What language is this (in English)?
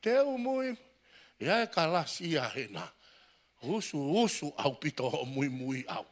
Tongan